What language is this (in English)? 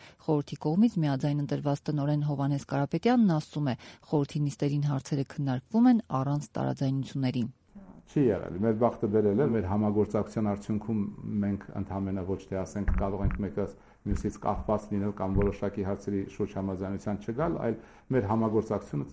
Armenian